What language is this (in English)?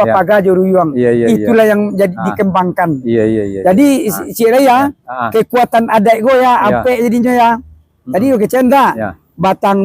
Minangkabau